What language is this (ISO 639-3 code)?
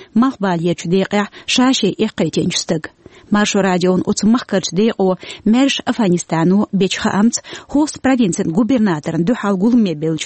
che